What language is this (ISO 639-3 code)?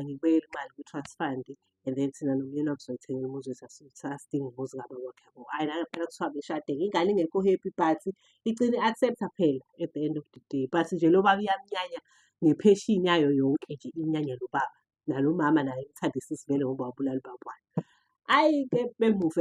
zul